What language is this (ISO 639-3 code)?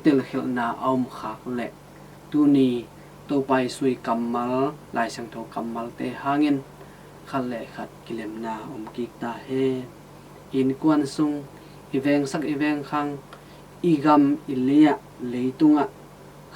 ctd